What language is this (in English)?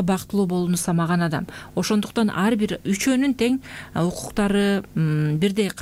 Kyrgyz